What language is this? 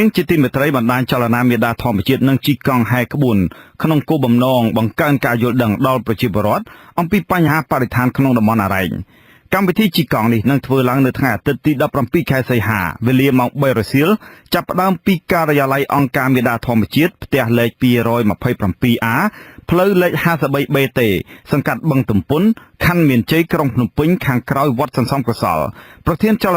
Khmer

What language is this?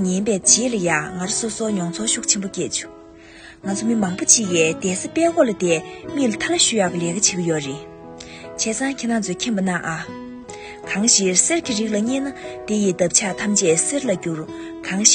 Tibetan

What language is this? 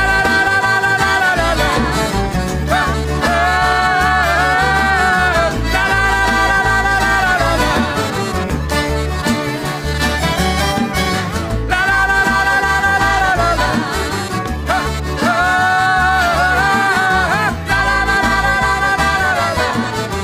English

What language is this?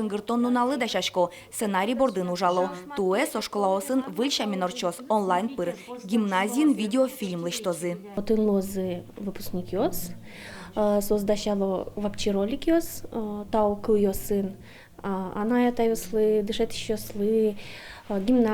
Udmurt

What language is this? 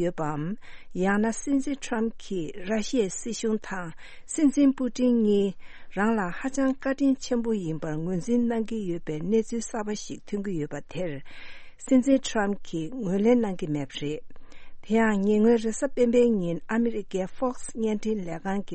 Tibetan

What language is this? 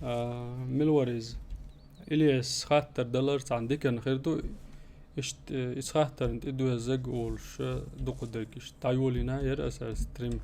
Chechen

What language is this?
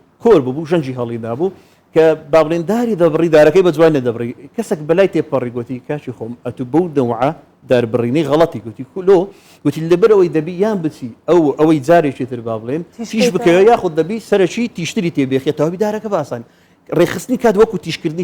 Central Kurdish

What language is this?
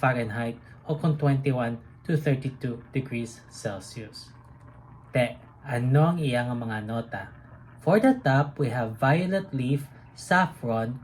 Hiligaynon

